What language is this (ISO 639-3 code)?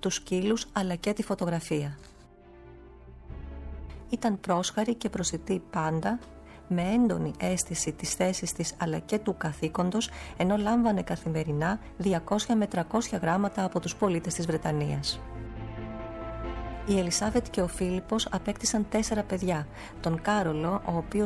ell